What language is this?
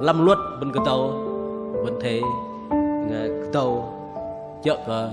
Bahnar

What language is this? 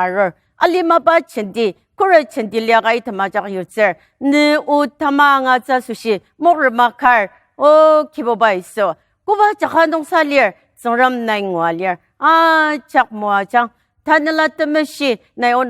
Ao Naga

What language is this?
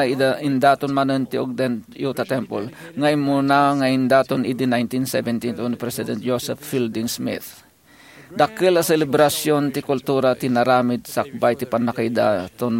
Iloko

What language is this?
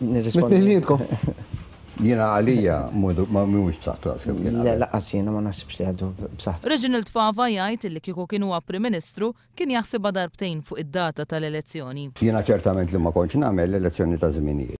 Maltese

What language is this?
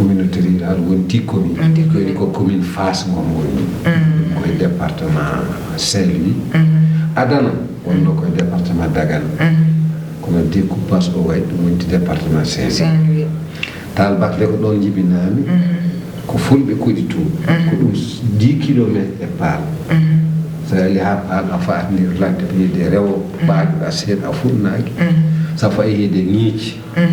Fula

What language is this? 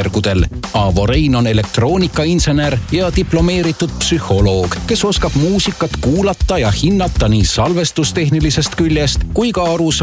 Estonian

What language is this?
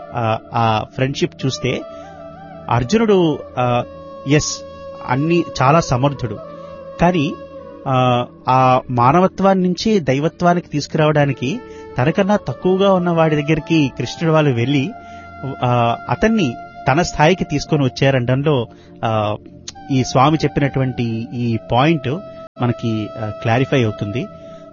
Telugu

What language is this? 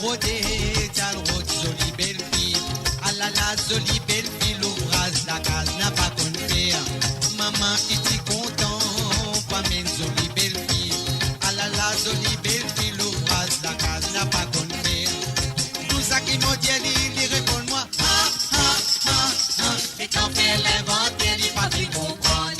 Morisyen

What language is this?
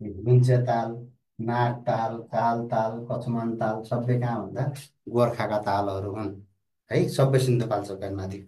Nepali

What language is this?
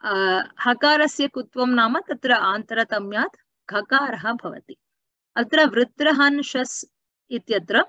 Sanskrit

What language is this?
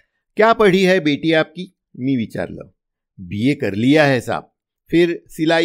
Marathi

